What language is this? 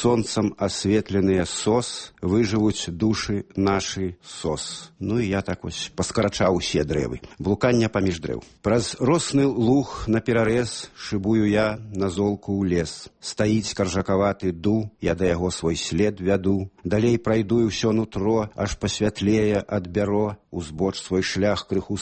Belarusian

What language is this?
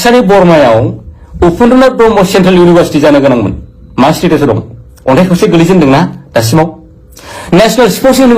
Bodo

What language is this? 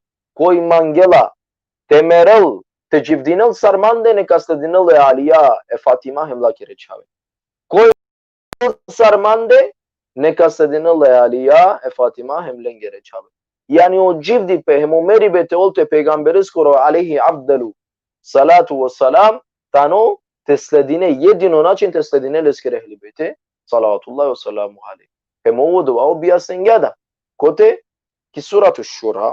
Balkan Romani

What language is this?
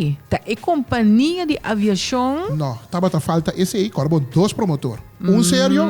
Papiamento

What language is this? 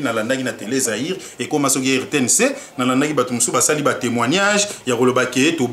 Lingala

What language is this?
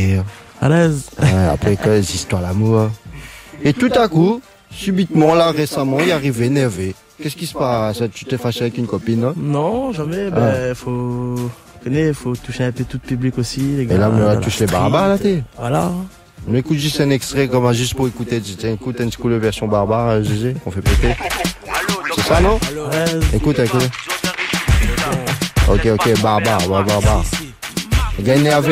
French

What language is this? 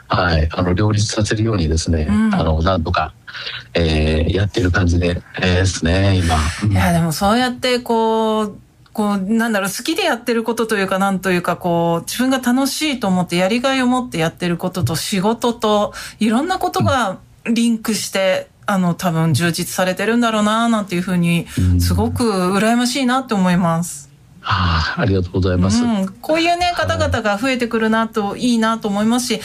Japanese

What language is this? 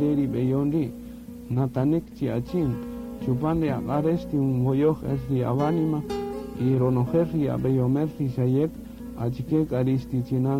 Kaqchikel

